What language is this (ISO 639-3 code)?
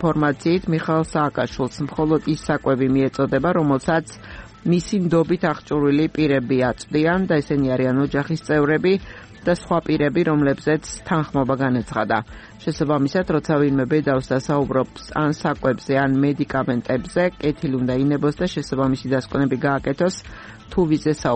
kat